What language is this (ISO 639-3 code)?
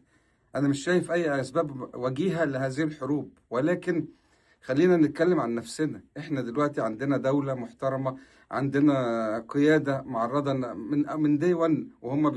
arz